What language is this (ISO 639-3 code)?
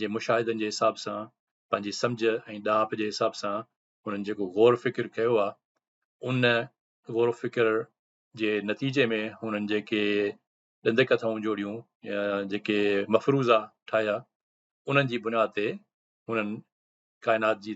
snd